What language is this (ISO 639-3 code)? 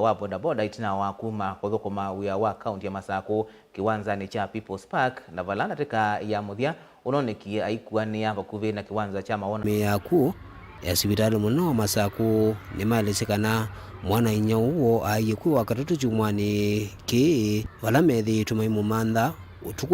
kam